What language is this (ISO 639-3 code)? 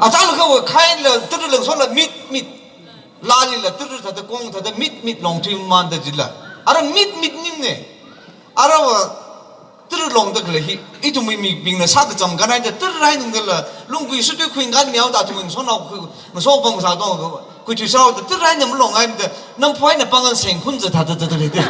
nmf